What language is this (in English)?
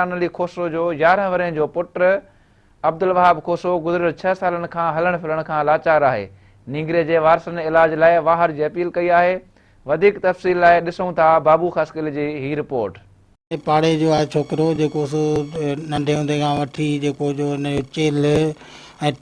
Sindhi